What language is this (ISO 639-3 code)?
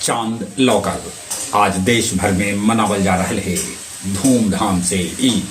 mag